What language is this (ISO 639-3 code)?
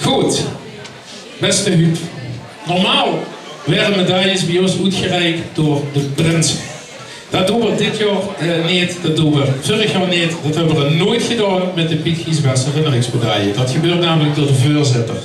lim